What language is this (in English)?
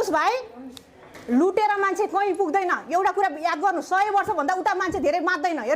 Nepali